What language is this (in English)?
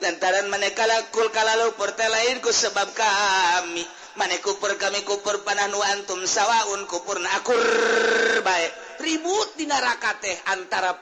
Sundanese